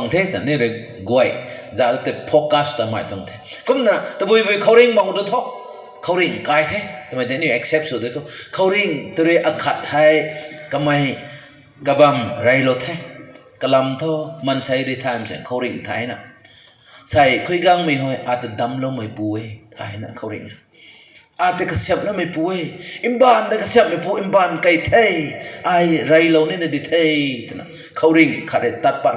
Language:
Rongmei Naga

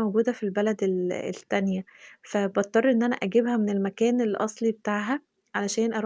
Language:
Egyptian Arabic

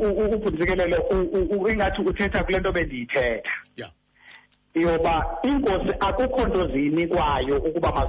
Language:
Xhosa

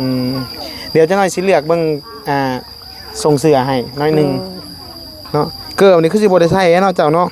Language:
Northeastern Thai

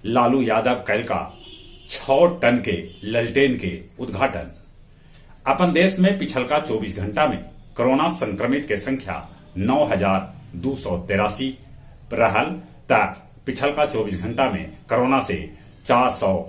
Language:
Magahi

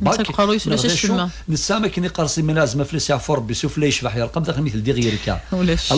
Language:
Kabyle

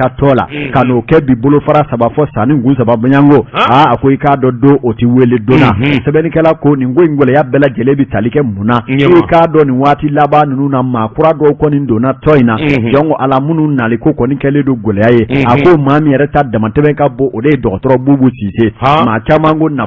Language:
Bambara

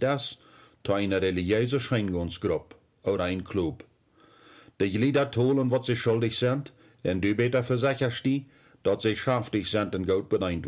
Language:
Plautdietsch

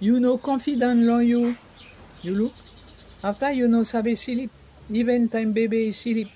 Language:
Bislama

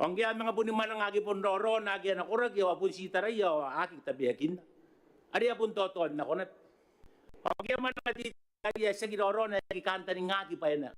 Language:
Gilbertese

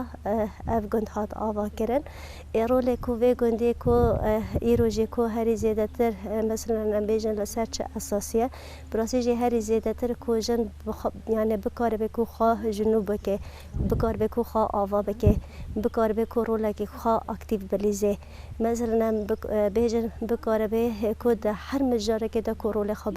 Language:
Kurdish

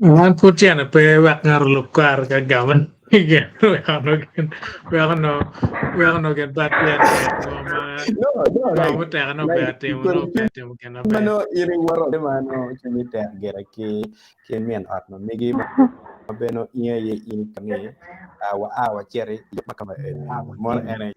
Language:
Acoli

